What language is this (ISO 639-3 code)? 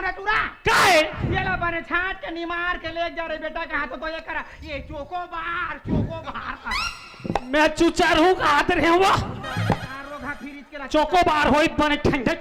hne